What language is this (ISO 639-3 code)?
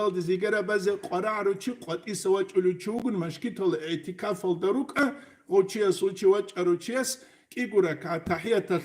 ava